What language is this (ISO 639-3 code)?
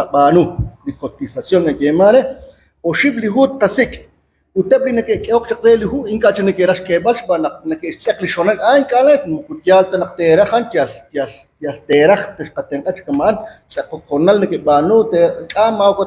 kek